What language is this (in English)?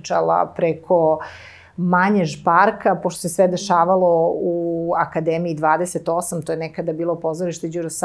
Serbian